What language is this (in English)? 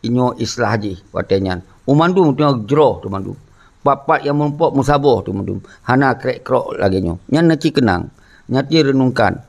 Achinese